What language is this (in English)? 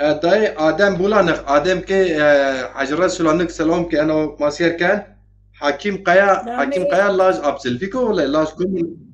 Zaza